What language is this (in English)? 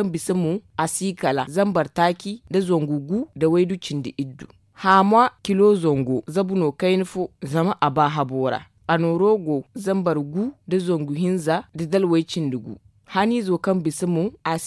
Zarma